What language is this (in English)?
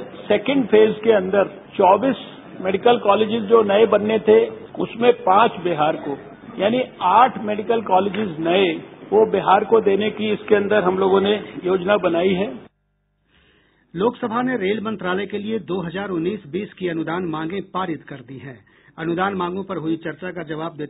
Hindi